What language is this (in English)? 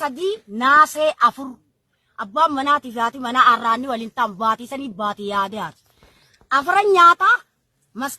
Oromo